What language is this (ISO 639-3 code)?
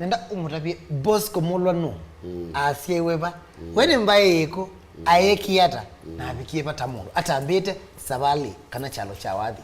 kam